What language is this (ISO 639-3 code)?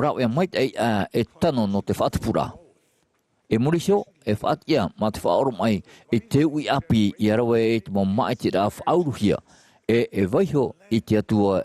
tah